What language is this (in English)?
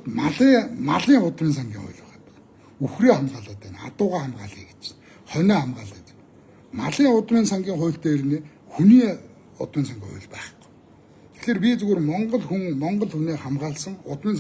Mongolian